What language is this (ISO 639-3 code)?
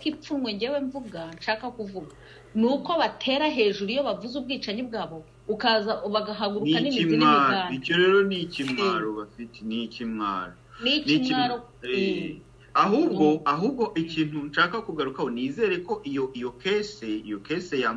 kin